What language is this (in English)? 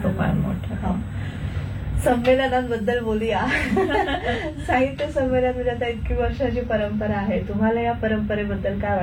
Marathi